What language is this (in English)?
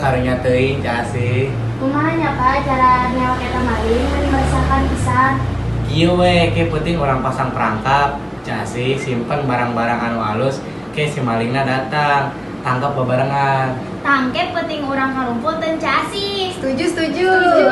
Sundanese